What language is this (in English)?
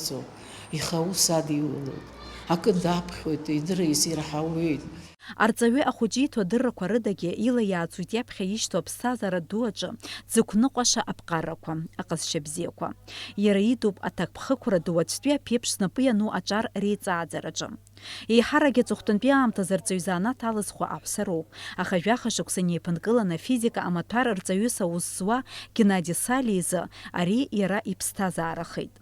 Abkhazian